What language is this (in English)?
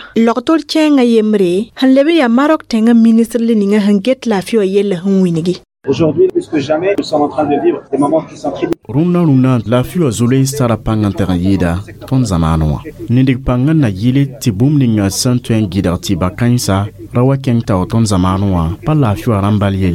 Mossi